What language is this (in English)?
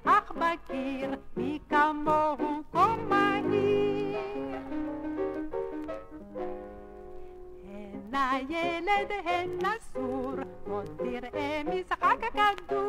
Hebrew